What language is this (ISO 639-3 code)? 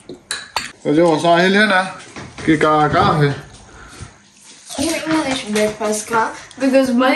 guj